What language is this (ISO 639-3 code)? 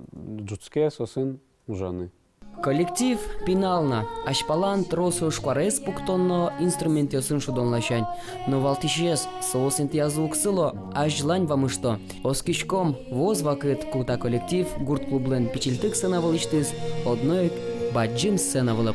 udm